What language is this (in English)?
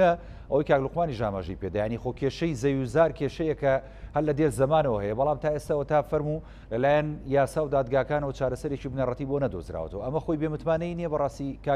Central Kurdish